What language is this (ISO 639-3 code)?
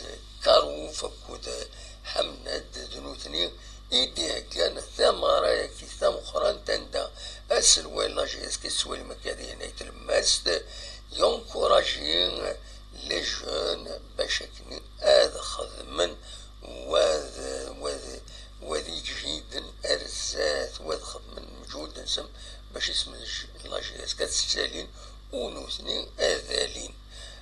kab